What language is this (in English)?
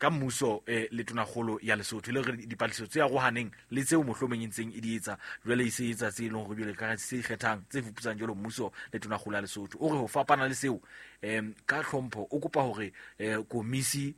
Southern Sotho